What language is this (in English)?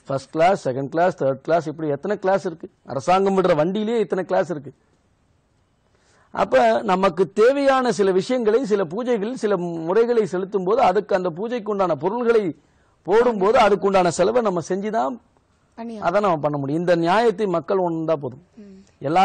Tamil